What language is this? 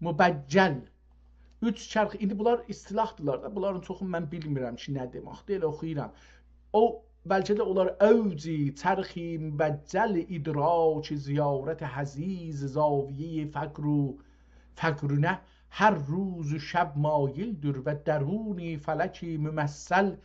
South Azerbaijani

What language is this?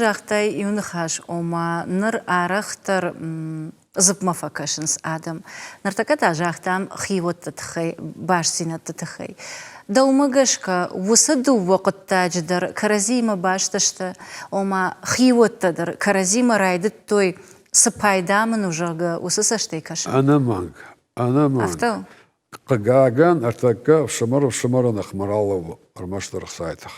Ossetic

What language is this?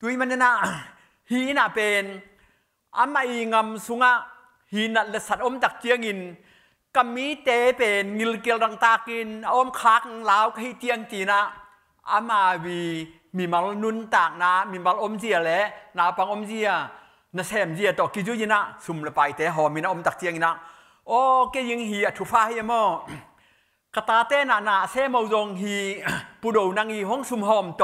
Tedim Chin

